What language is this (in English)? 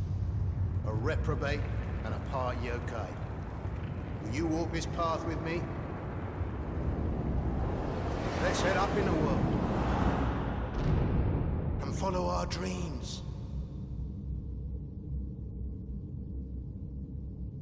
English